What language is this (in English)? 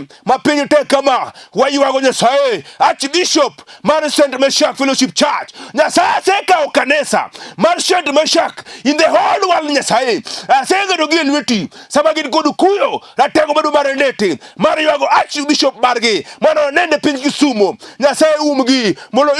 Luo (Kenya and Tanzania)